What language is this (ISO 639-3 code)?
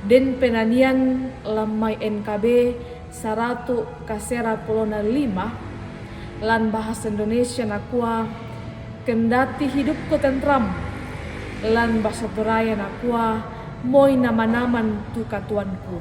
sda